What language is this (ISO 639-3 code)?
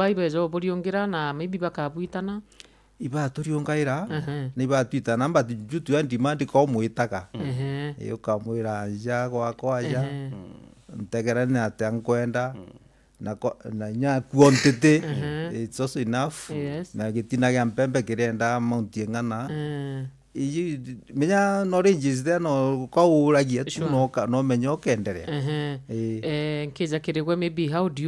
mer